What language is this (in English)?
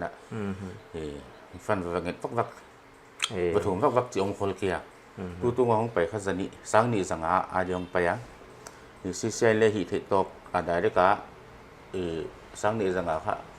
Paite Chin